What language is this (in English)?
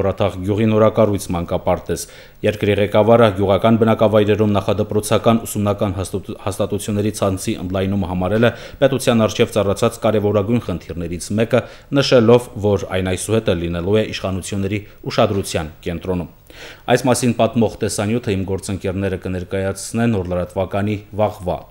Armenian